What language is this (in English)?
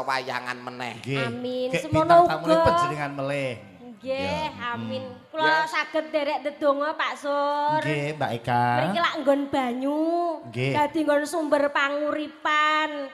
Javanese